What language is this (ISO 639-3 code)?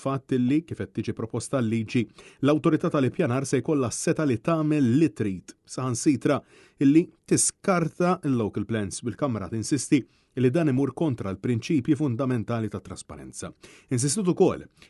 mlt